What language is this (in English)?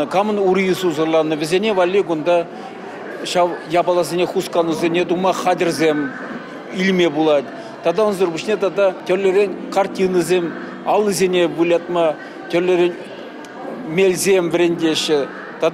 Chuvash